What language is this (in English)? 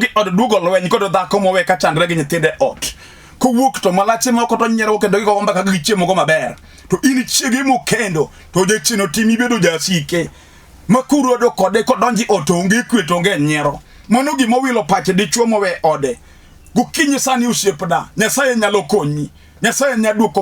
Luo (Kenya and Tanzania)